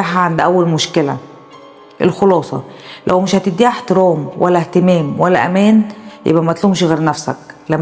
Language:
Egyptian Arabic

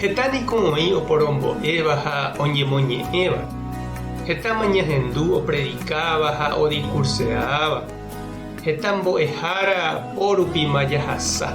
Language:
Guarani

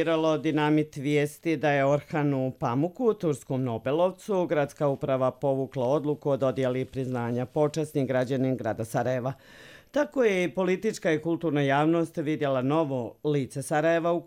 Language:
Bosnian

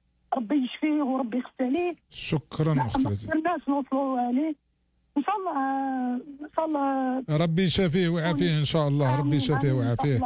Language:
Algerian Arabic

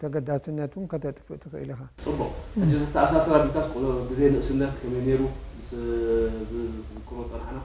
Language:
Tigrinya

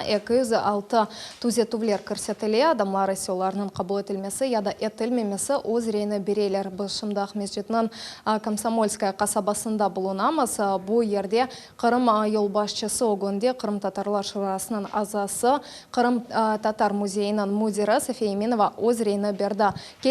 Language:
Crimean Tatar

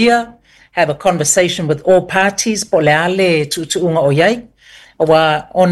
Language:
Samoan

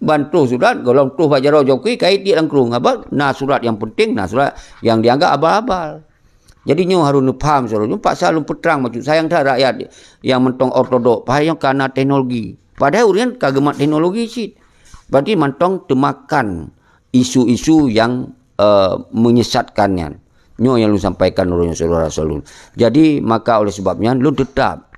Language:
Achinese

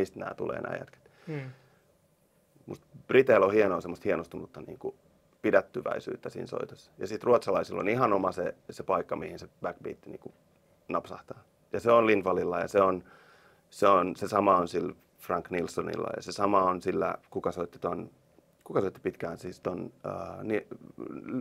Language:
Finnish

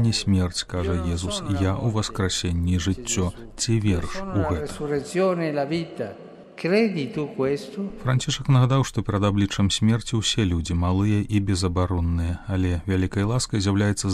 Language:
Belarusian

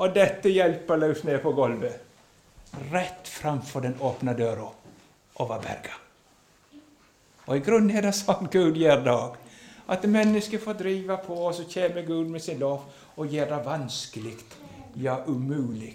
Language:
Norwegian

